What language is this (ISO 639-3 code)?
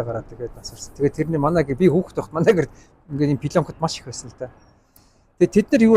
mon